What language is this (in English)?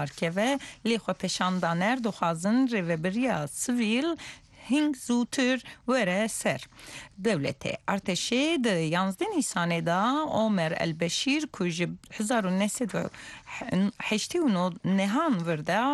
Kurdish